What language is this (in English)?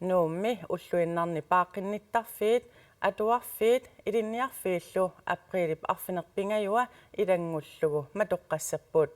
Kalaallisut